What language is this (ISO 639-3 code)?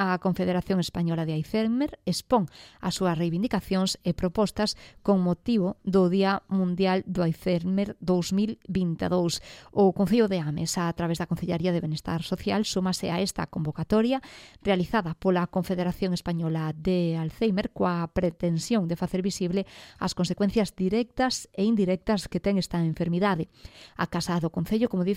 glg